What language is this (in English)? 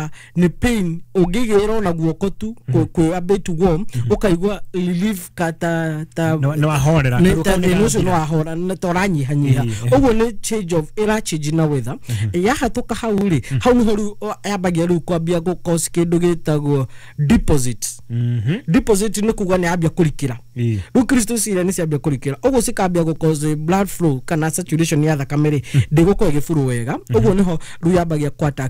Kikuyu